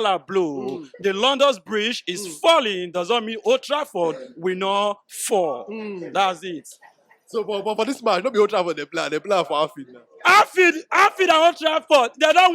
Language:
Nigerian Pidgin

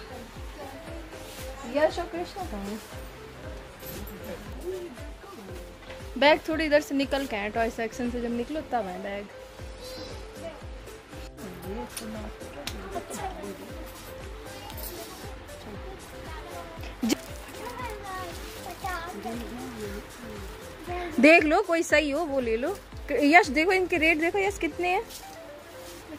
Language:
Hindi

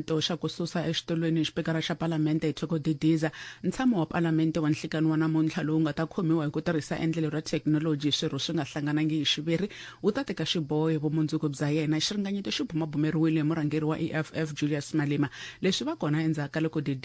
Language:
Tsonga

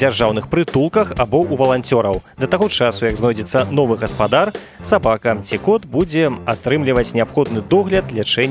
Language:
Belarusian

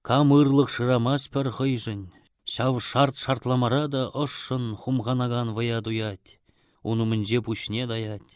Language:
Chuvash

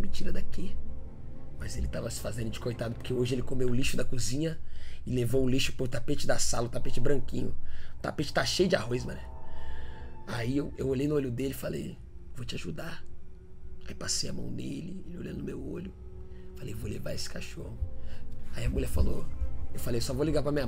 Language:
Portuguese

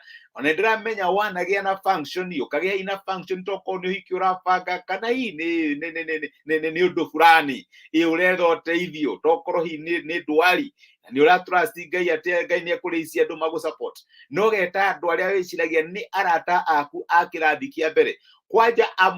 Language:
Kikuyu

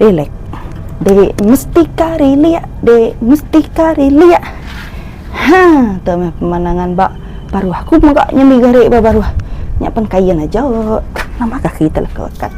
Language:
Iban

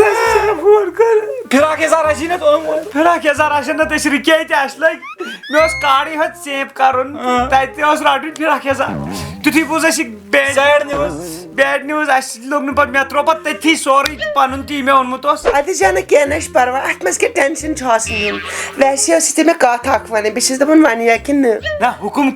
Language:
Kashmiri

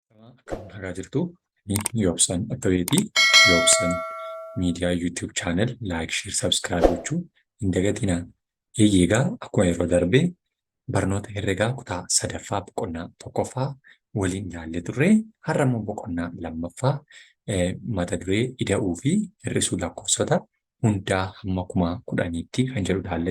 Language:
Oromo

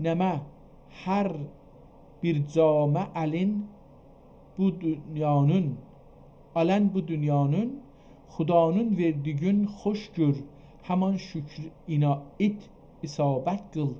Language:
South Azerbaijani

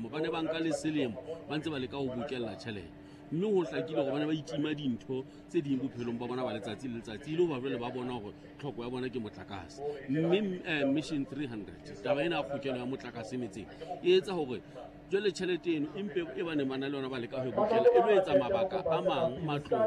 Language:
Southern Sotho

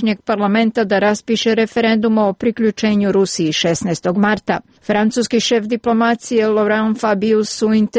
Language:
Serbian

